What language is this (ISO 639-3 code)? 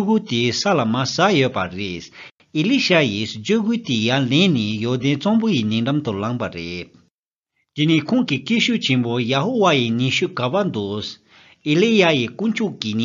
bod